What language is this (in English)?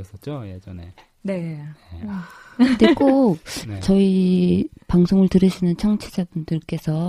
Korean